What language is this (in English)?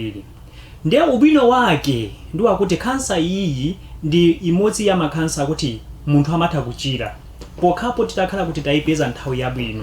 Nyanja